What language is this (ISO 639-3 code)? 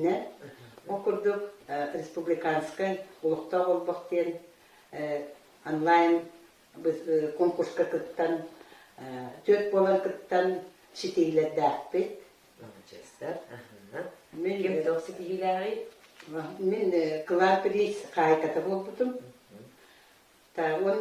sah